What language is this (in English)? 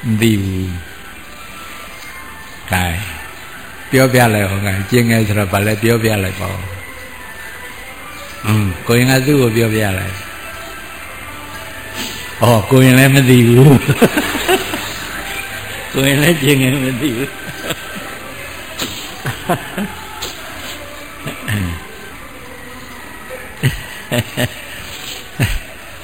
Burmese